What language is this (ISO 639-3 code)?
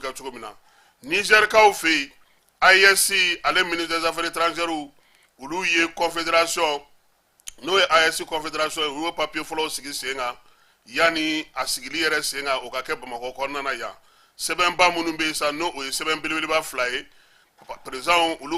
bam